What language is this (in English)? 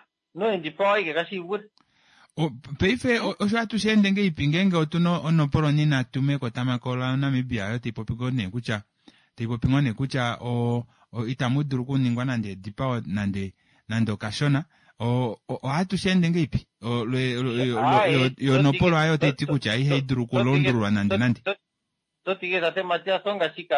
Kuanyama